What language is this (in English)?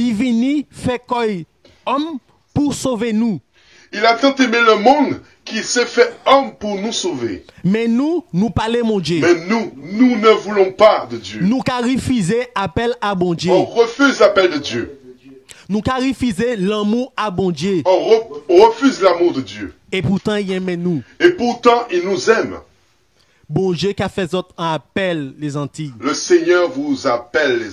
Guadeloupean Creole French